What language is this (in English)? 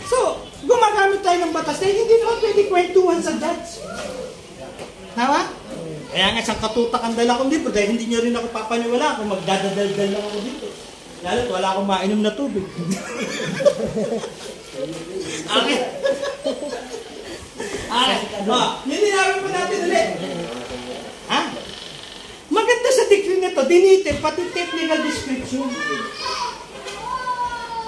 Filipino